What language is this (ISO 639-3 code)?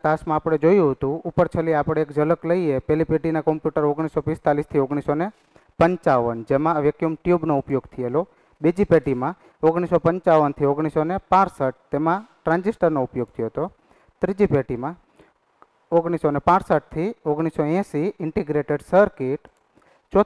guj